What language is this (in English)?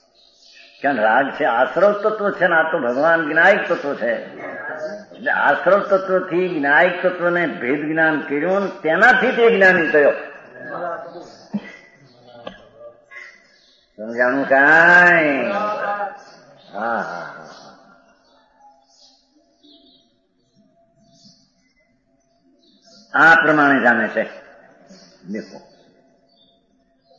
Gujarati